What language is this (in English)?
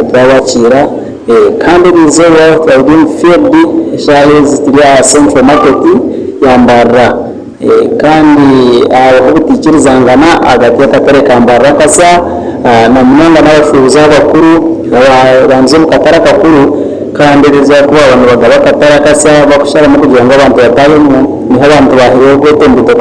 Nyankole